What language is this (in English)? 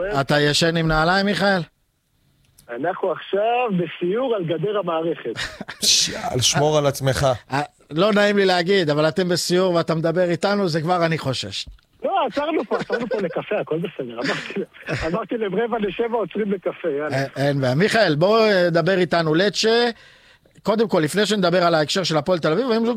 Hebrew